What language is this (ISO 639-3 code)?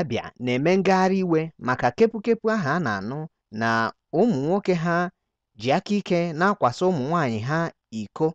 ibo